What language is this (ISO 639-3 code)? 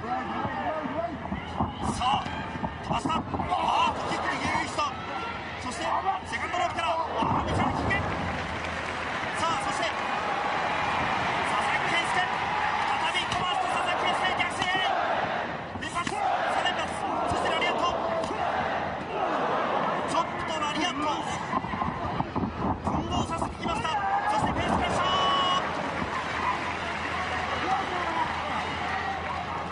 jpn